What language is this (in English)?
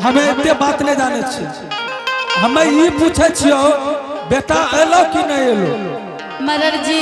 Angika